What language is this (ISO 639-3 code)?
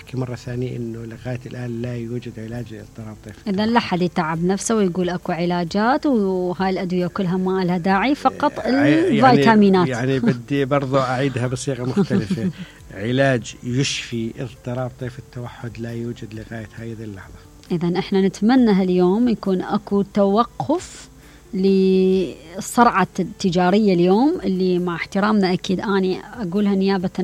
acm